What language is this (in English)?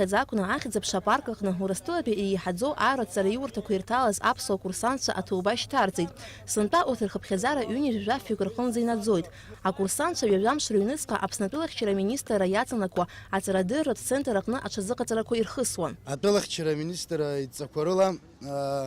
Abkhazian